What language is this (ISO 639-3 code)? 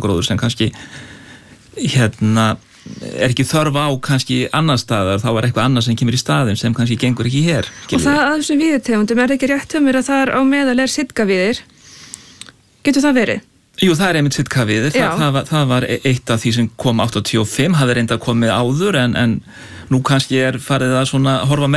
isl